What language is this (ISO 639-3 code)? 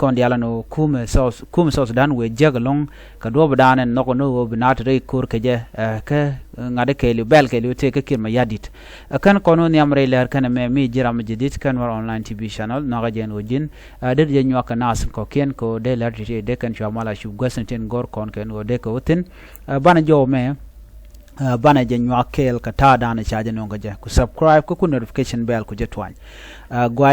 nus